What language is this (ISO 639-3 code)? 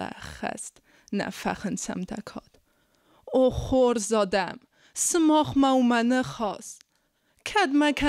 oss